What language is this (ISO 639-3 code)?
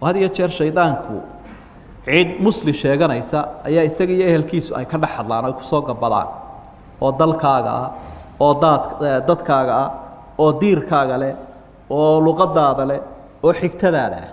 som